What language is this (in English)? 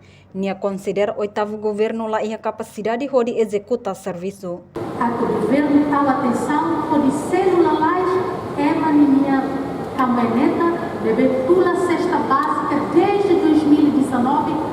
Tetum